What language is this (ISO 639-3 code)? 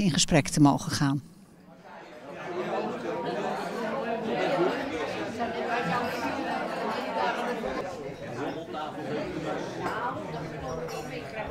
nld